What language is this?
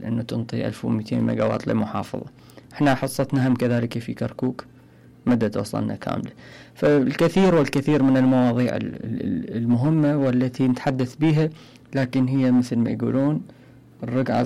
Mesopotamian Arabic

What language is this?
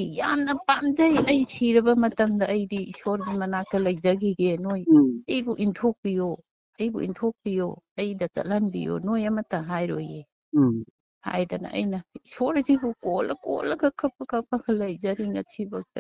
Manipuri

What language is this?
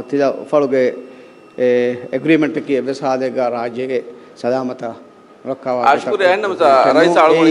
Divehi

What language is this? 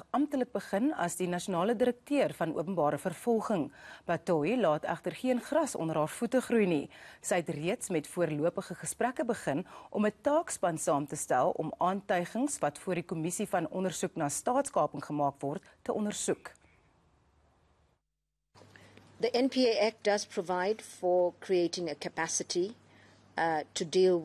Afrikaans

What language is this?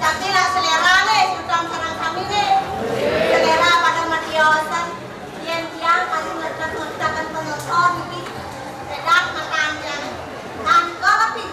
Balinese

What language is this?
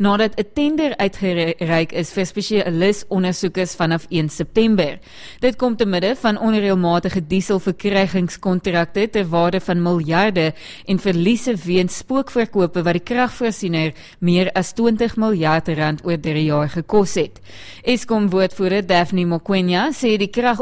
Afrikaans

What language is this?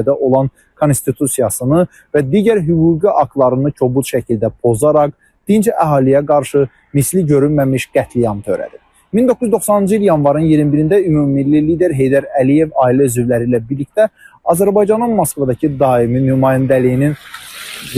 Azerbaijani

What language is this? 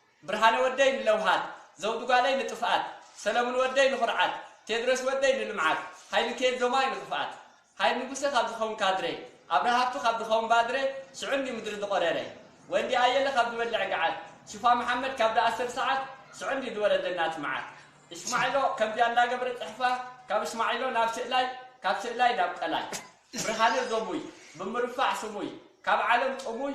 Tigrinya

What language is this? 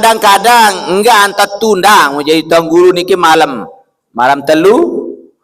Sasak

